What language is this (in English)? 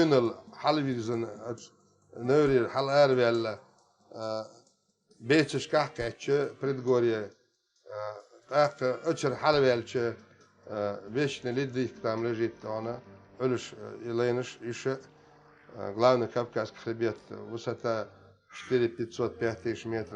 Chechen